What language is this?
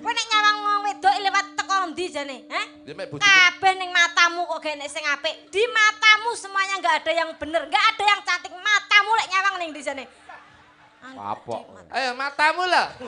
Javanese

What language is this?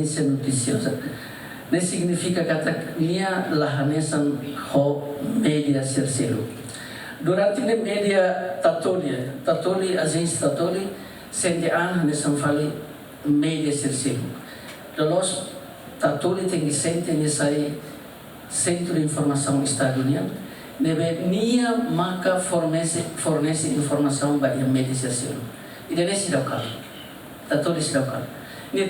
Tetum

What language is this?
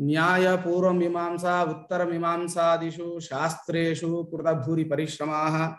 Sanskrit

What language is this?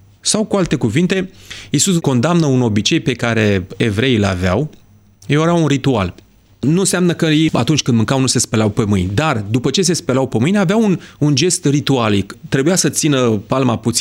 Romanian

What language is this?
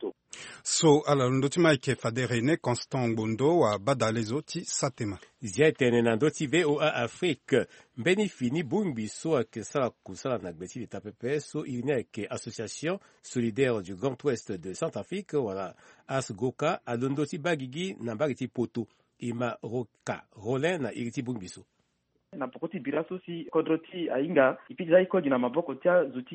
Sango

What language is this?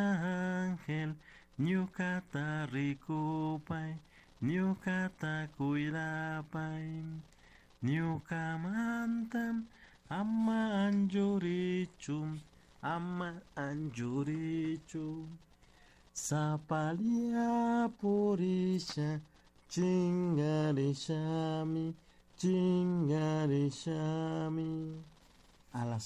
Chimborazo Highland Quichua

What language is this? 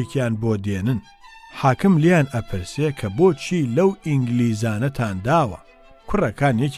Central Kurdish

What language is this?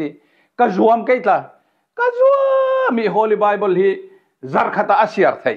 Falam Chin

